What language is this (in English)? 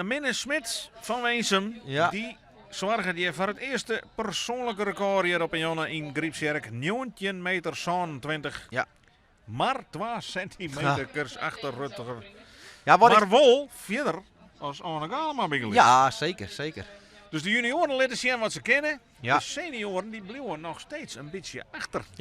Western Frisian